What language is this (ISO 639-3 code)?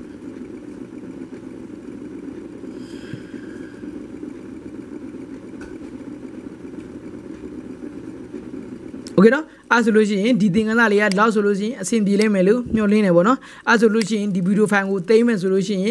mya